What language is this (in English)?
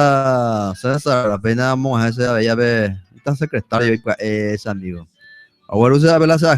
Guarani